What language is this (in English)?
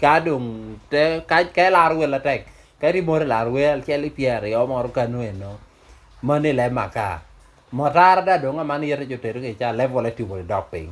Lango (Uganda)